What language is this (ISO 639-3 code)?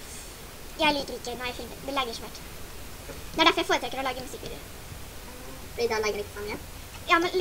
nor